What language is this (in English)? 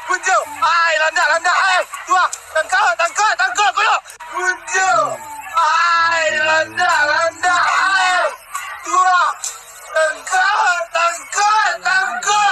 Minangkabau